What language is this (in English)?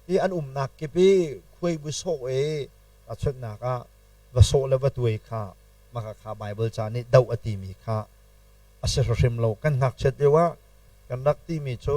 Hakha Chin